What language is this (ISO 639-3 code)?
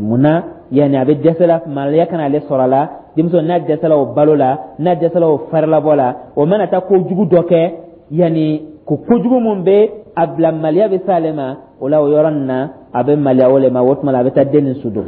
dyu